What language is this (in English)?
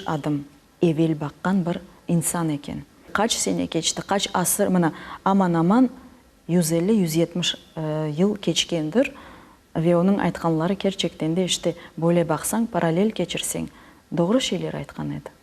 Crimean Tatar